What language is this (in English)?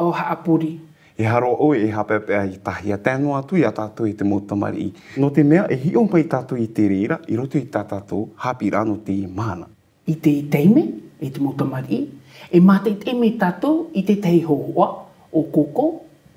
Tahitian